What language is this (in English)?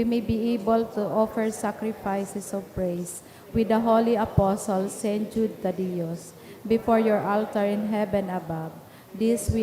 Bikol